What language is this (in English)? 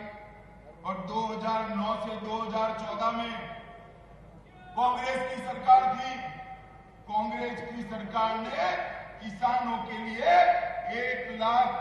Hindi